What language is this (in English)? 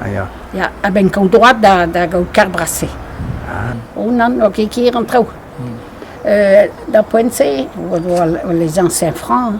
Breton